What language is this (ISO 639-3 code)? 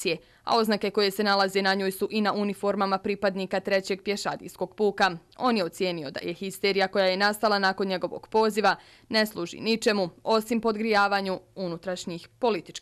bos